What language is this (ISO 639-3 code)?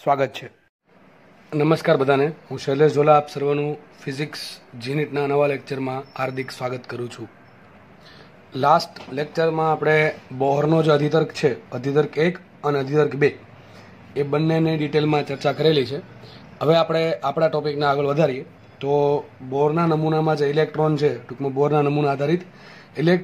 guj